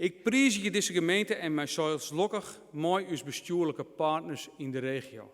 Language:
Western Frisian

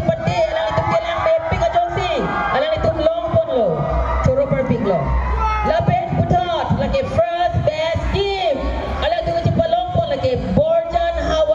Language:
Karbi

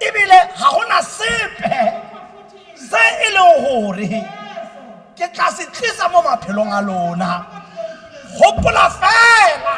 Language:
Tswana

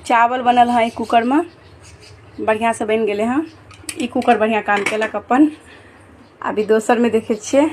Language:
Maithili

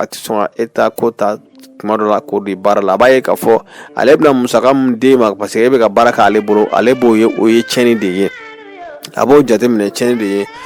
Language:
Bambara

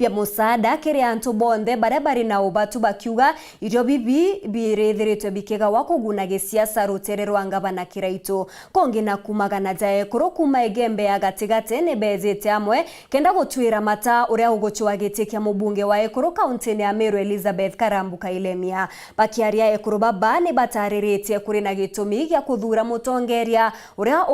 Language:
Meru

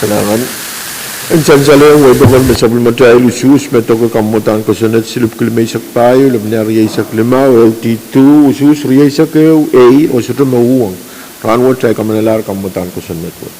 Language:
Pohnpeian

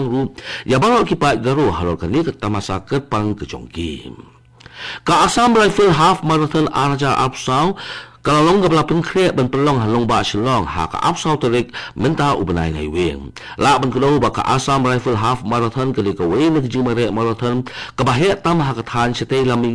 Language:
Khasi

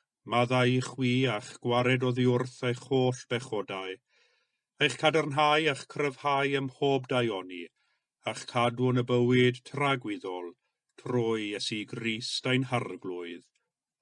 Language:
Welsh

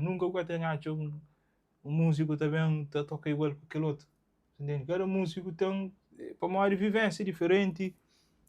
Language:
Kabuverdianu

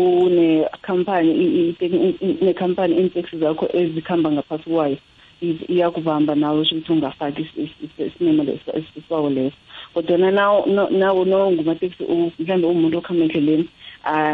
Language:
South Ndebele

